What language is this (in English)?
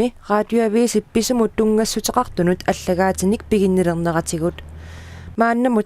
Kalaallisut